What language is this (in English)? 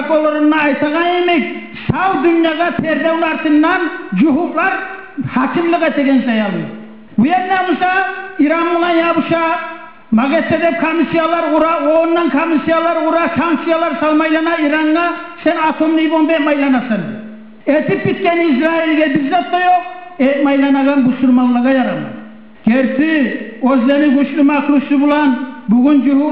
Kumyk